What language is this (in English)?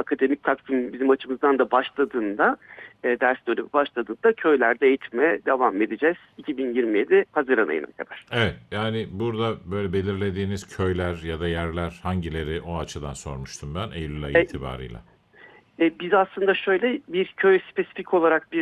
Turkish